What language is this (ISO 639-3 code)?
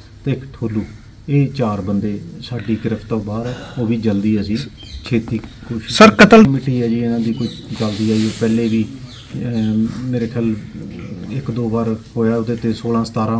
pan